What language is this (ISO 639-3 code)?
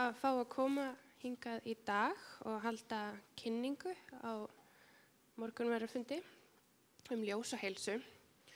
isl